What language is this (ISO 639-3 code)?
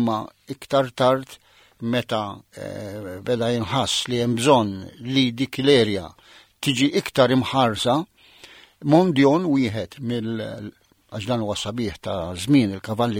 mlt